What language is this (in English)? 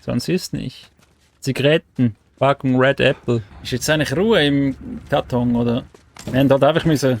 Swiss German